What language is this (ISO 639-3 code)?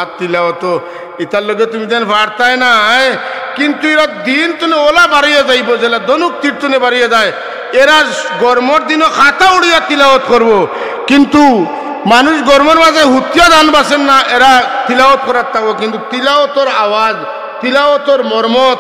syl